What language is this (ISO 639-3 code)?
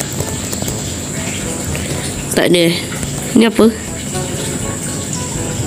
msa